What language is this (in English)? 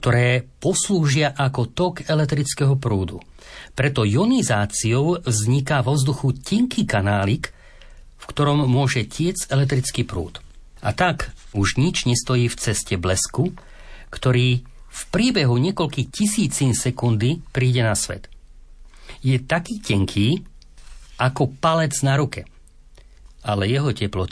Slovak